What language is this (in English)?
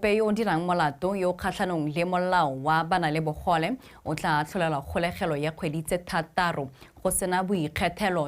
Tswana